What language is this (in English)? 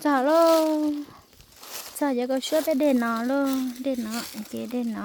Hmong